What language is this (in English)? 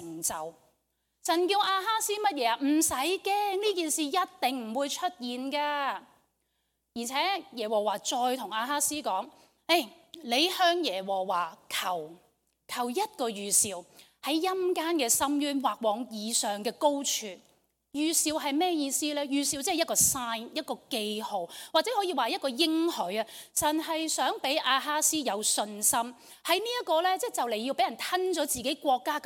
Cantonese